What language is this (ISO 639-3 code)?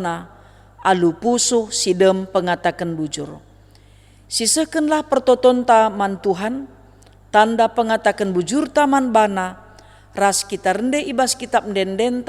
btx